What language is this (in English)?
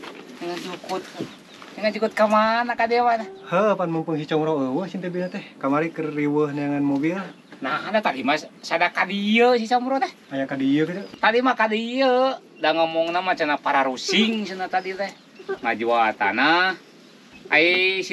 Sundanese